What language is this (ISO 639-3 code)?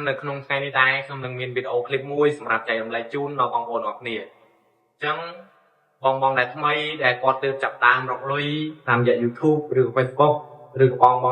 khm